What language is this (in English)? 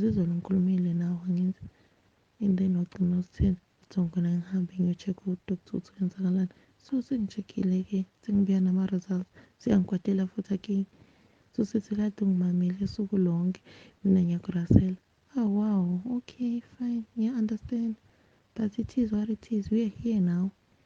Zulu